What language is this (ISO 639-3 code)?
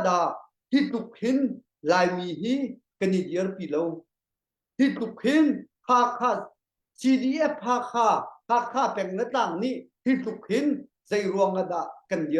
cnh